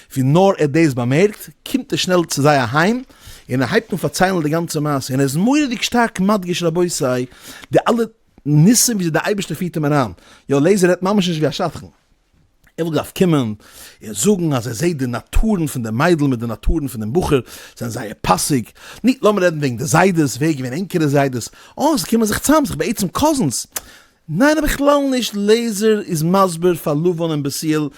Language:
Yiddish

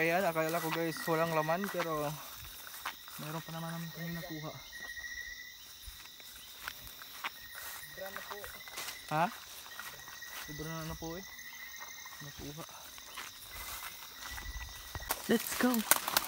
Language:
Filipino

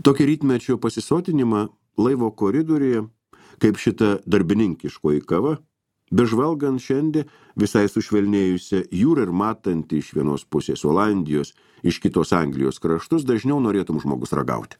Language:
Lithuanian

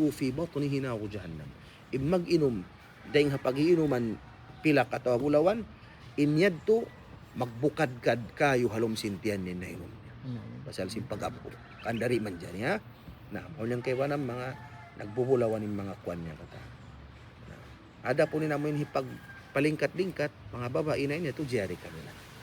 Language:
Tausug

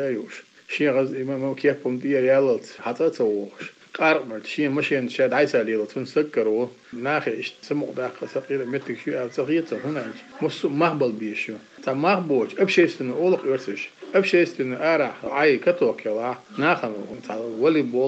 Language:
Chechen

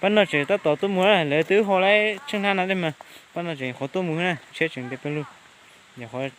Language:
Hmong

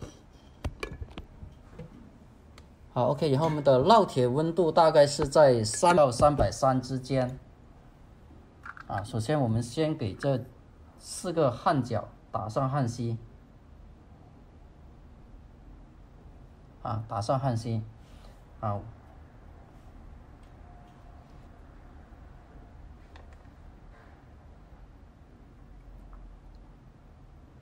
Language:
Chinese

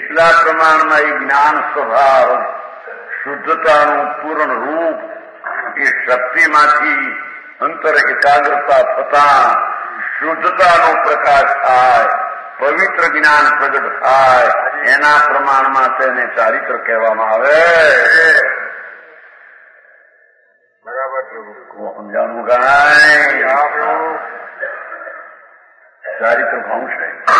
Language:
Gujarati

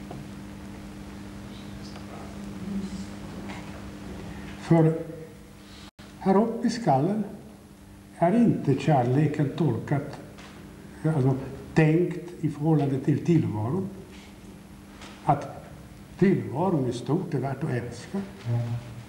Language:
Swedish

